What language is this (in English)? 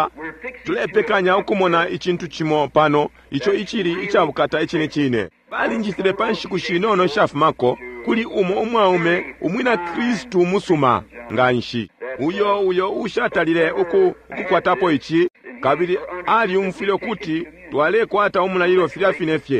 Bemba